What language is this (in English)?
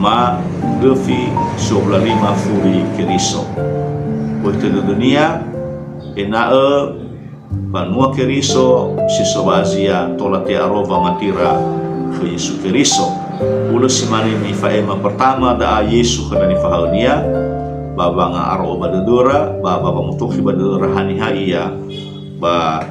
Nias